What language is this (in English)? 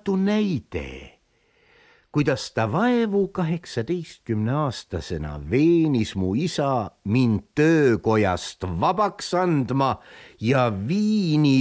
Estonian